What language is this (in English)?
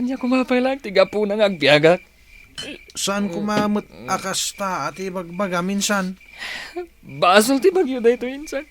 Iloko